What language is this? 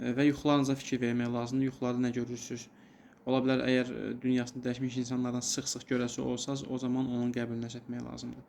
Azerbaijani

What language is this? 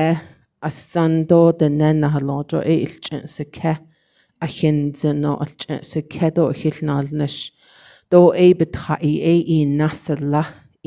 Navajo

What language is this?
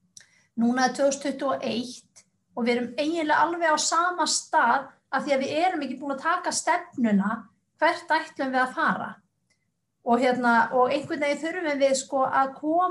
Icelandic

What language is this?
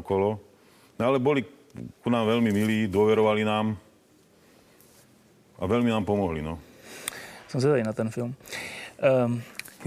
Slovak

